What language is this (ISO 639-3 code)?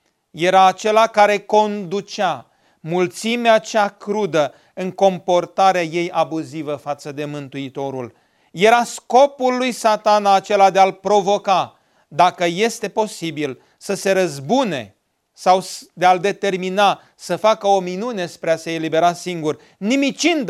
ron